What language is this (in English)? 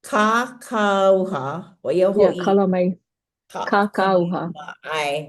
Hawaiian